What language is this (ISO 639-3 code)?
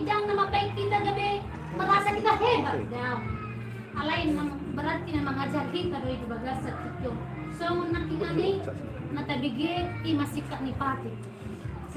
bbc